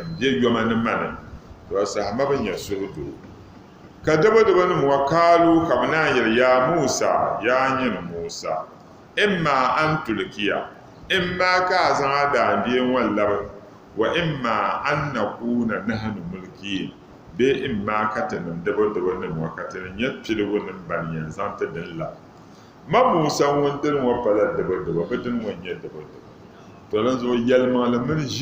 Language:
Dagbani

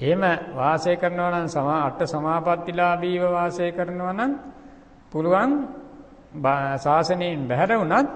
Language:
Sinhala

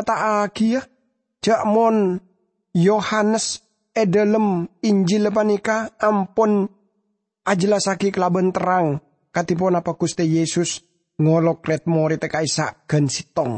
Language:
Madurese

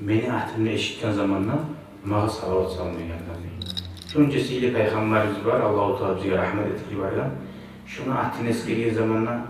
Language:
Kumyk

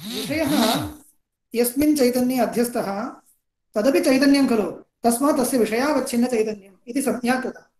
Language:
Sanskrit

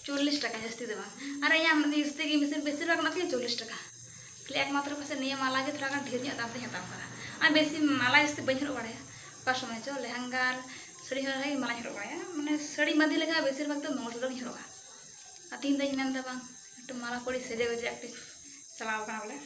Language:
Santali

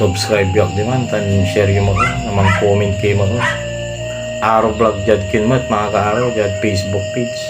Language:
Pangasinan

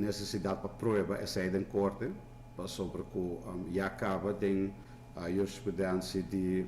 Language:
Papiamento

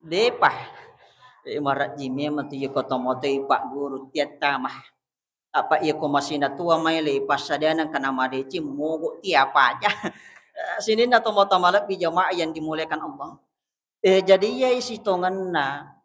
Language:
Buginese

